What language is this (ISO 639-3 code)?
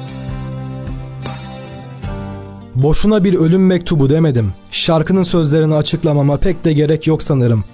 tur